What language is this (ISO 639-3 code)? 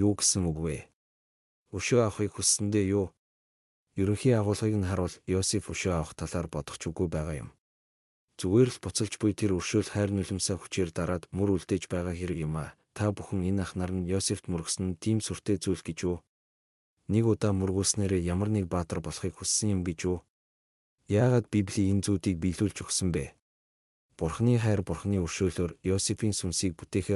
mon